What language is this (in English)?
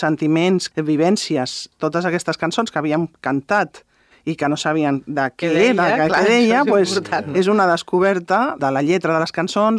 Catalan